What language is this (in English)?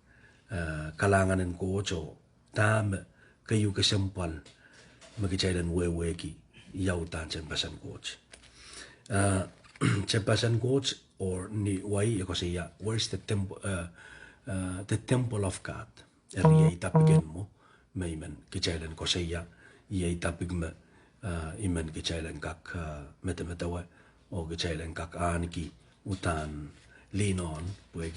Pohnpeian